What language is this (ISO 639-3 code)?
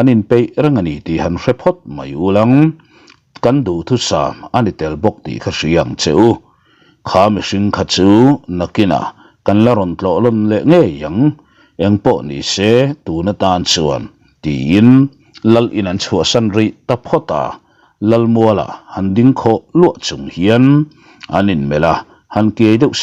lus